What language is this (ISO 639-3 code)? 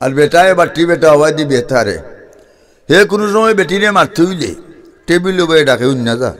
syl